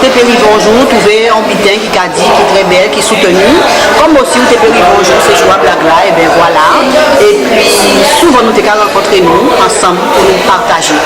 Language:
Guadeloupean Creole French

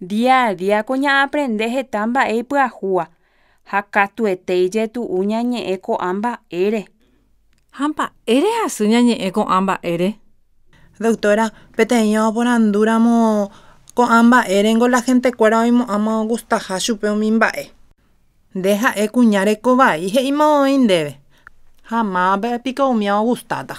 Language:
Guarani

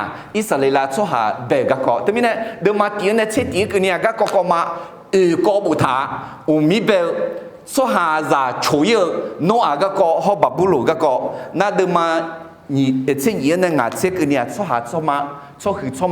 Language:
Akha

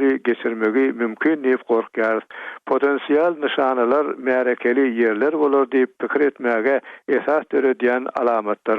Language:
Turkmen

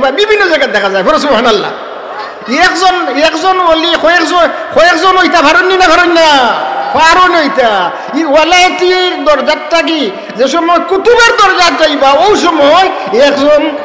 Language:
Sylheti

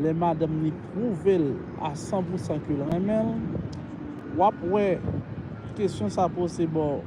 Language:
Haitian Creole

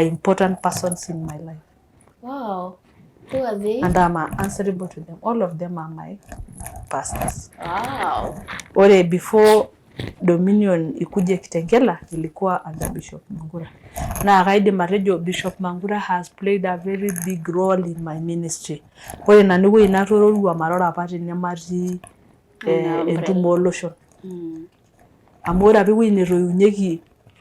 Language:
Masai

